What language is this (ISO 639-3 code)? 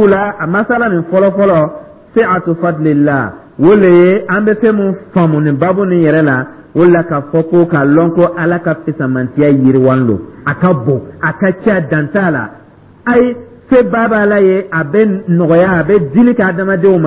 dyu